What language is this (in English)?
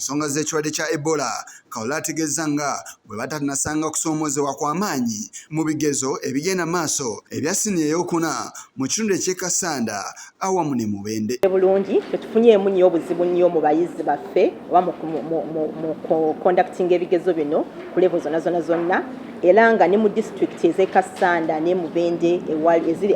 Ganda